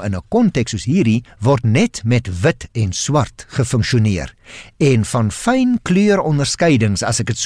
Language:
Afrikaans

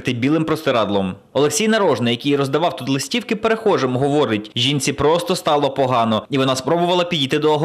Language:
Ukrainian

